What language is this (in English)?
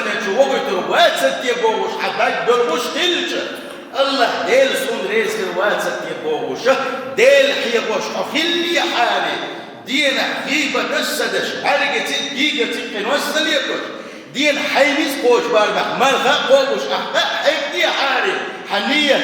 Chechen